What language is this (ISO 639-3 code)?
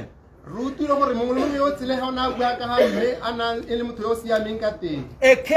tsn